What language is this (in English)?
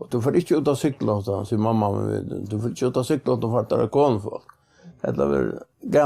Faroese